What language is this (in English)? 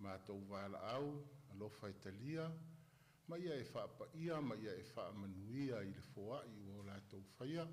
Samoan